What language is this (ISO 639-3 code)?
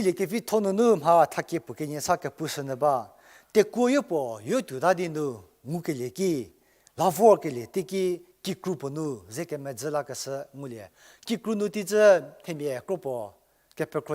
njm